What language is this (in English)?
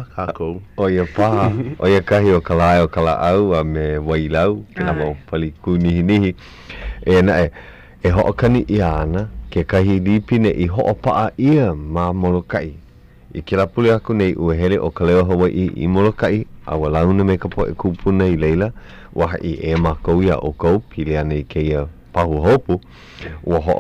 Hawaiian